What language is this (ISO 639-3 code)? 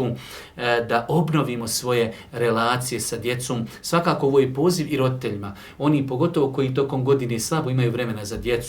bos